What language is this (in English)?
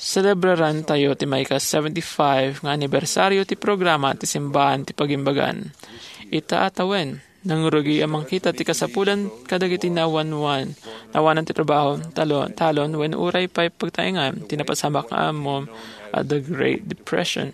Iloko